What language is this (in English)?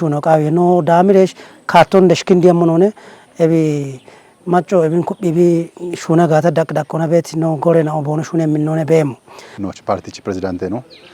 Kafa